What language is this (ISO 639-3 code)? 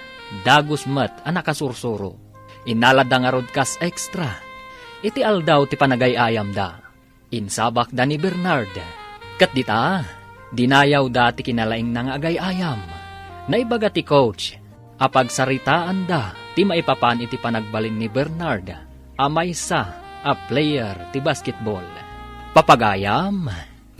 ilo